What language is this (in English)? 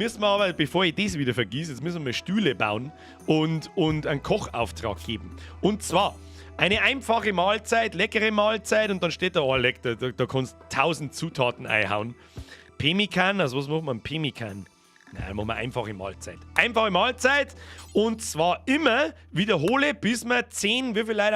Bavarian